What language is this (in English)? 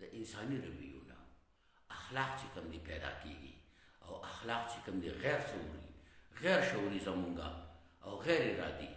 Pashto